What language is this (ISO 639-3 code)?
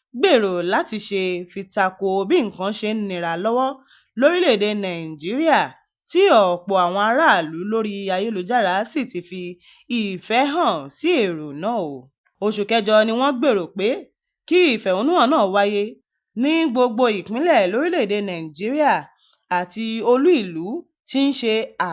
yor